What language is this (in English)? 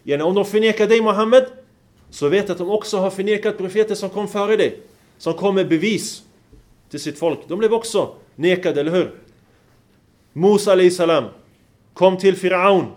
Swedish